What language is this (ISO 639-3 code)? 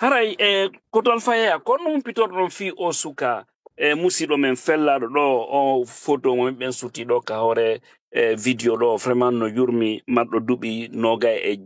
ful